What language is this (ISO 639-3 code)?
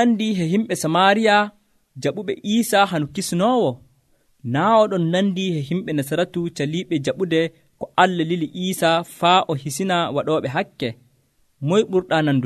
fuv